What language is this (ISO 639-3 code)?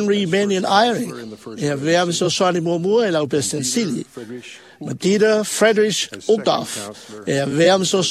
smo